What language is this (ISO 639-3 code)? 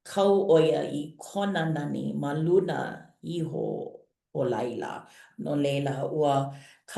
haw